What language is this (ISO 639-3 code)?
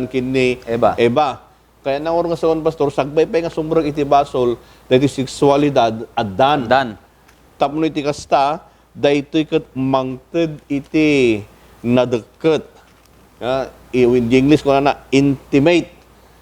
ilo